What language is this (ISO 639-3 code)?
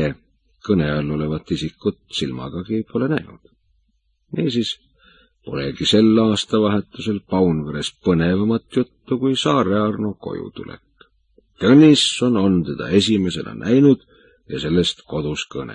est